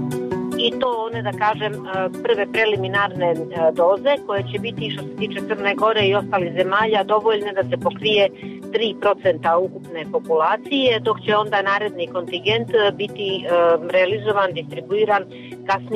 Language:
Serbian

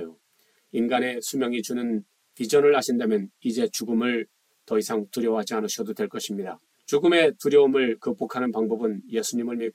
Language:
Korean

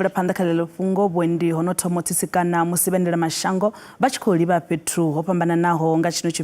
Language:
Venda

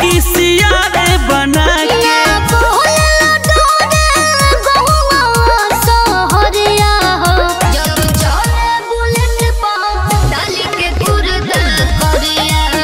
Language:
Bhojpuri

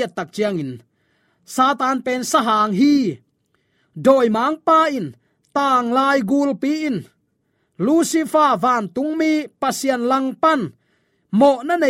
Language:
Tedim Chin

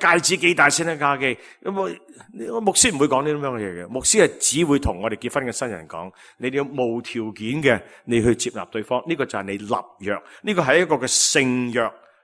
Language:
Cantonese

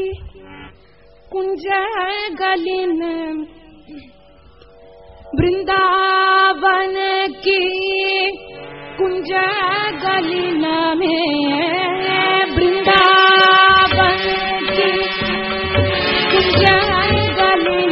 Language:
Tamil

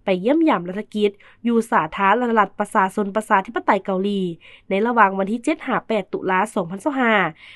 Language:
Lao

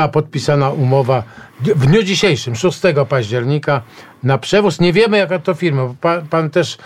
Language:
Polish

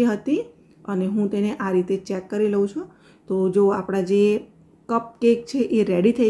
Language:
Gujarati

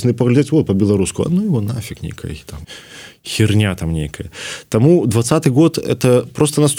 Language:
Belarusian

